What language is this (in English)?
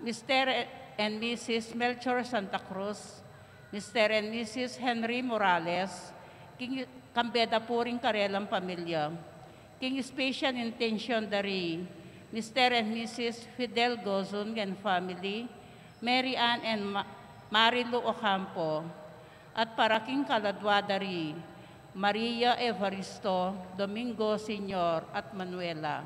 Pampanga